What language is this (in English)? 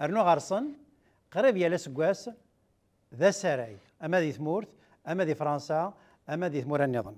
Kabyle